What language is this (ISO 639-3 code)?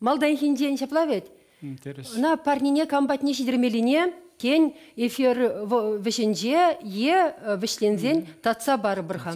chv